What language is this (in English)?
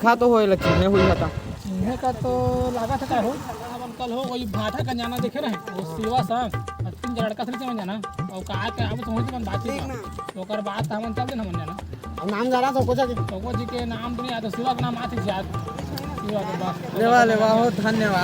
Chhattisgarhi